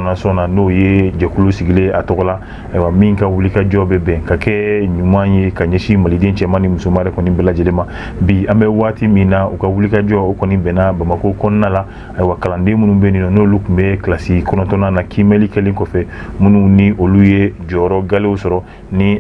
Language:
Bambara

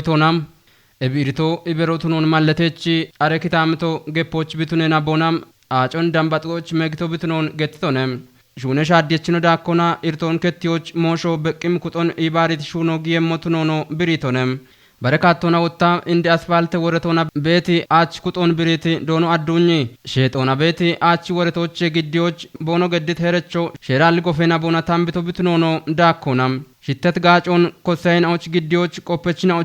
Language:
Kafa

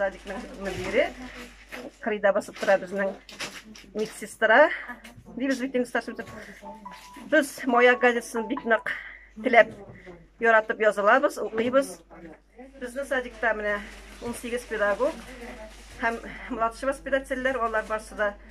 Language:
Tatar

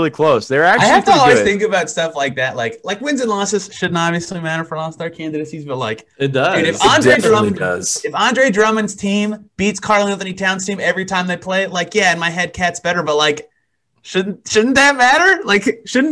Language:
English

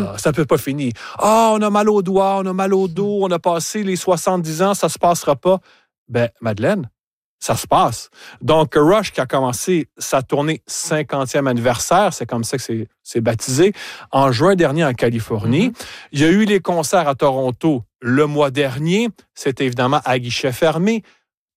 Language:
French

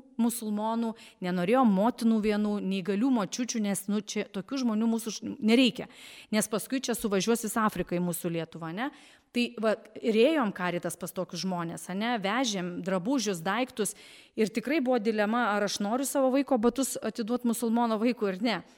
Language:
Lithuanian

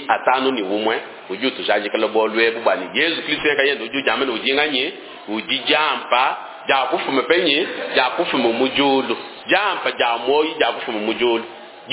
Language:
Luba-Lulua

